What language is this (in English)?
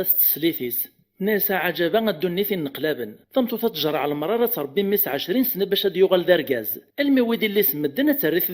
Kabyle